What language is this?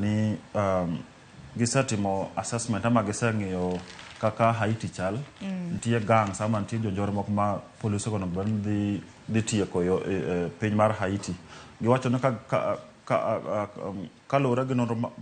Luo (Kenya and Tanzania)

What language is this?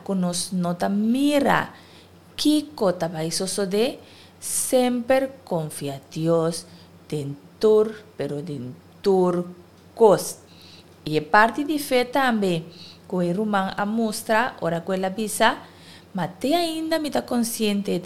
Papiamento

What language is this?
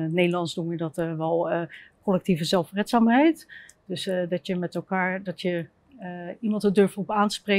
Dutch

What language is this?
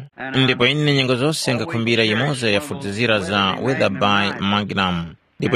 Tumbuka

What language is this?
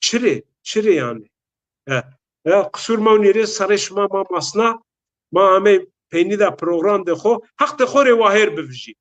Zaza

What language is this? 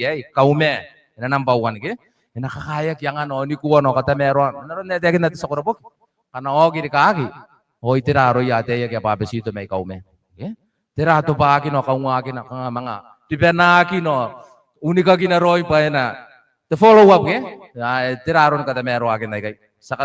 Gilbertese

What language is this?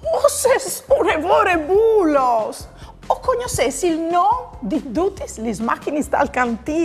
Friulian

